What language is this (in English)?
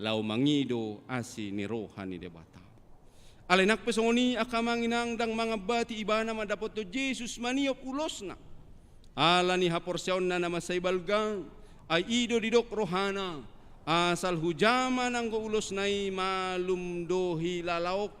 Batak Toba